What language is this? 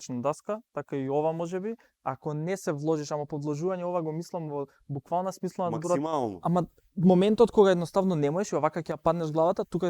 Macedonian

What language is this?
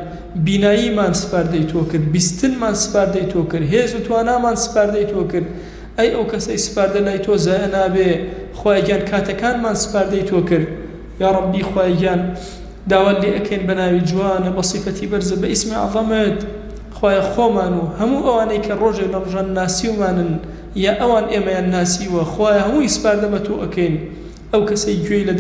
Central Kurdish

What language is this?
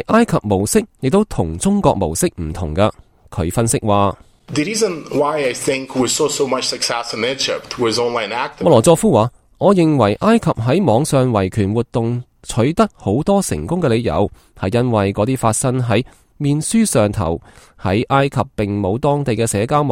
Cantonese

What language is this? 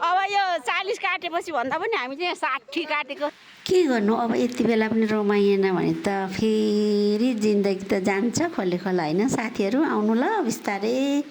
Nepali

